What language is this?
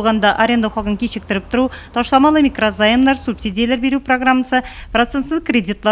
Tatar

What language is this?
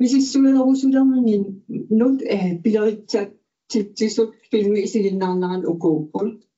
Kalaallisut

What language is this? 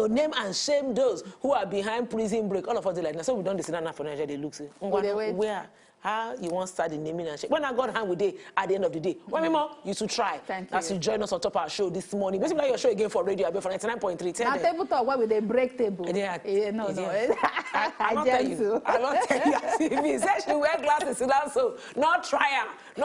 Nigerian Pidgin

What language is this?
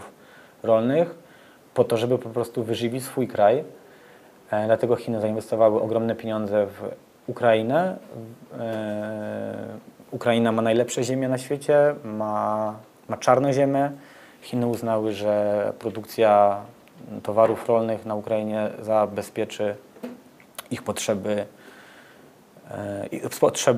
Polish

